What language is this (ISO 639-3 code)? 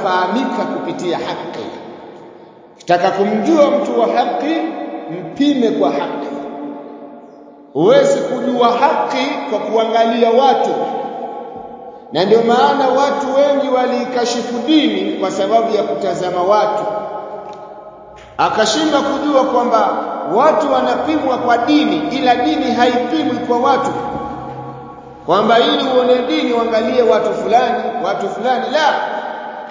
swa